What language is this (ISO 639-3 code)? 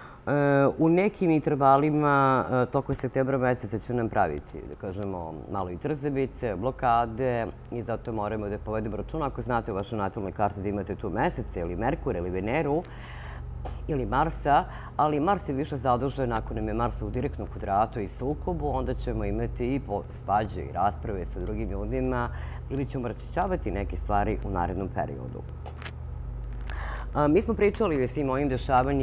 srp